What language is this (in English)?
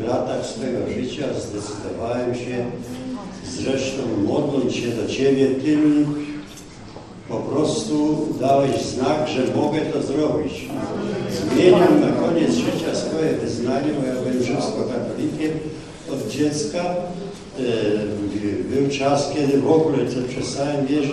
Polish